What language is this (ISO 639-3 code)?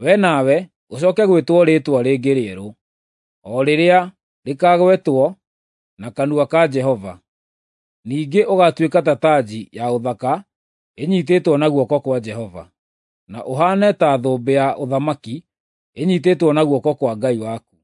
kik